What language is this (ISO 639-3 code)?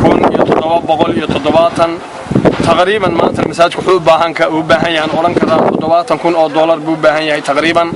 som